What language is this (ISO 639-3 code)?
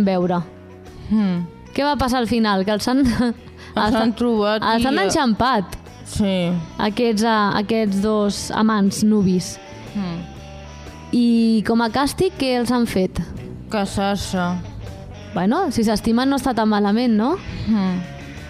cat